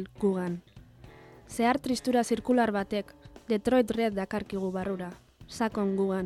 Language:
Basque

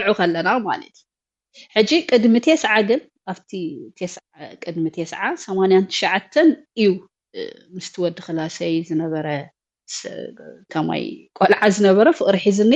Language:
Tigrinya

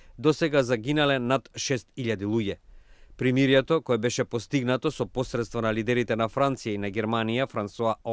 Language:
Macedonian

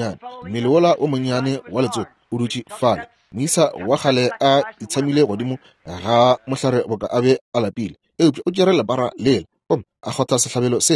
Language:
Northern Sotho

